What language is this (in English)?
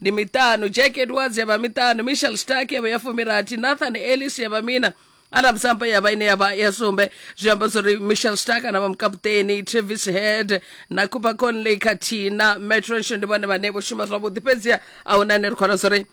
Venda